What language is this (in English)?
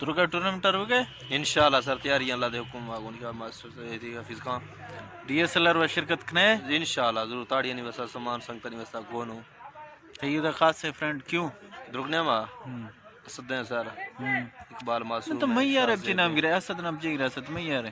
Eastern Balochi